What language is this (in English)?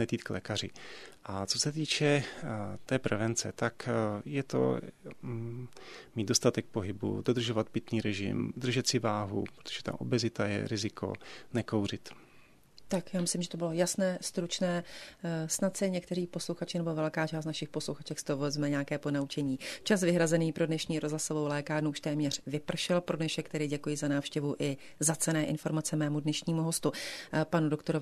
Czech